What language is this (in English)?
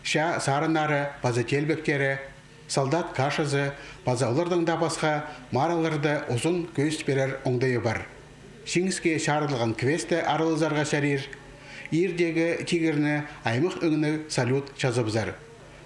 Khakas